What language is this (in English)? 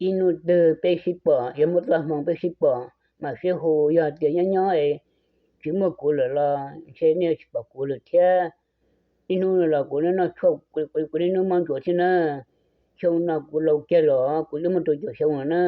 Hmong